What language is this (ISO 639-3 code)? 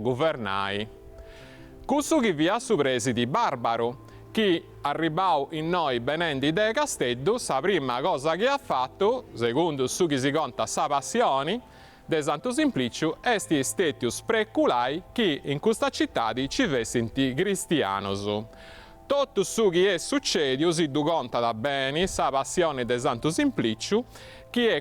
srd